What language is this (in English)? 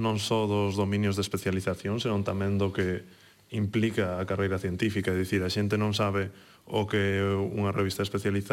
Galician